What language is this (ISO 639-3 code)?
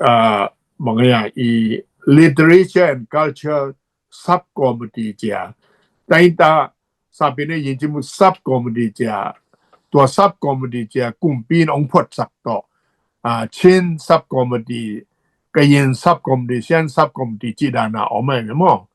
ctd